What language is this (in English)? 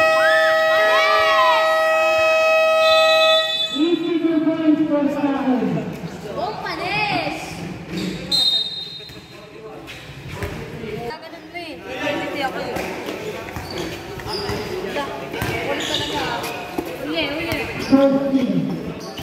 Filipino